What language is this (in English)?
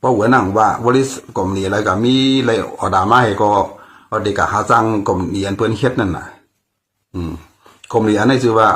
Shan